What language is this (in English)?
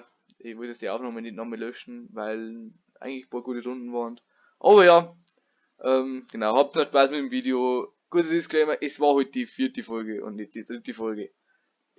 Bavarian